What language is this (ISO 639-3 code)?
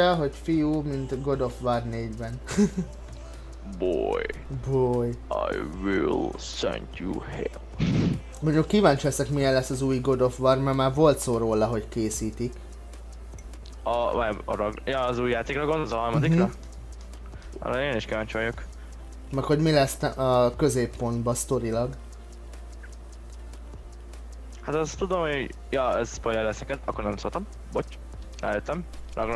hun